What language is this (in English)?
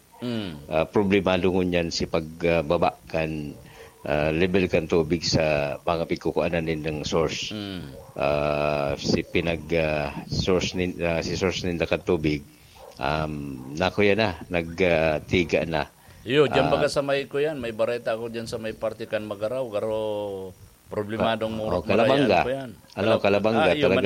Bikol